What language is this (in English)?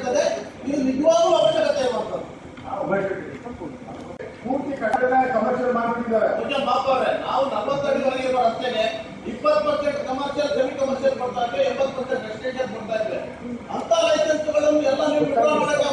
Kannada